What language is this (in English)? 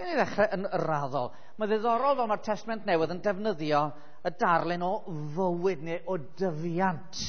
Welsh